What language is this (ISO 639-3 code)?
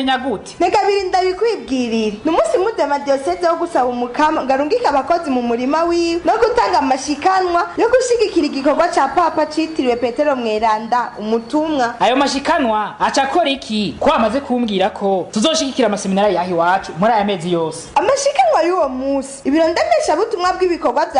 run